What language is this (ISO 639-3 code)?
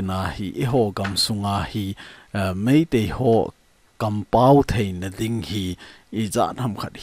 tcz